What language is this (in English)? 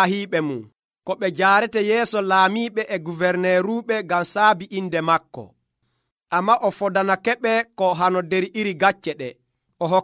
Nigerian Fulfulde